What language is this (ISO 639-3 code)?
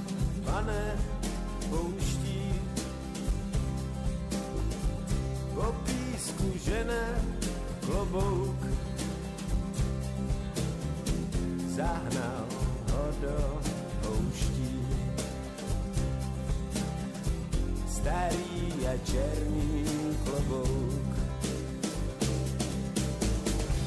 ces